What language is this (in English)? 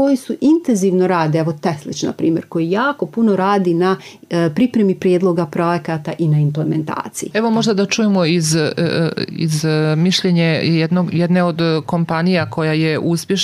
Serbian